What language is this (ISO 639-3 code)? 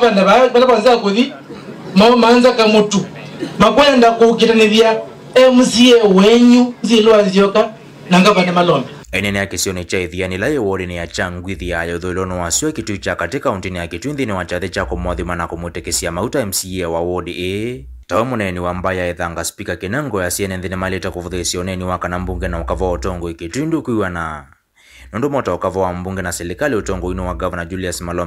kam